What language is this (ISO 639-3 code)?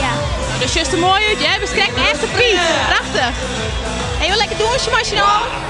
fry